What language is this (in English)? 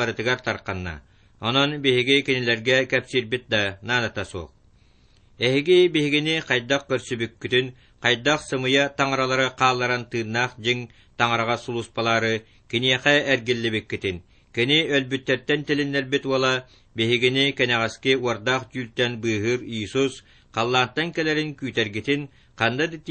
Yakut